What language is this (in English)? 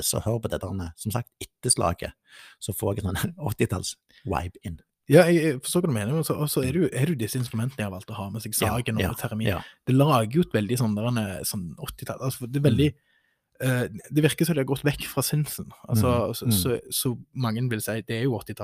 Norwegian